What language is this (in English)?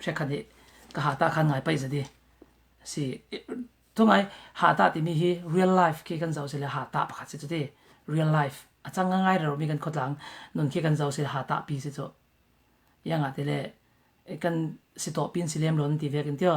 Falam Chin